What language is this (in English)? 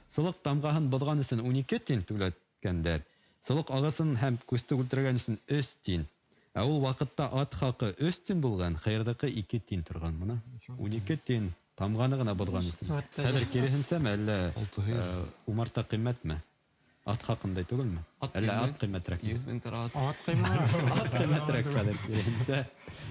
Bashkir